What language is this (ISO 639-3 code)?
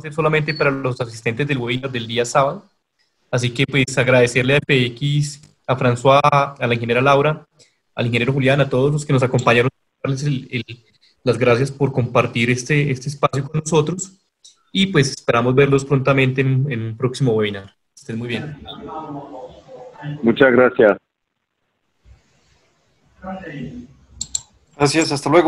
spa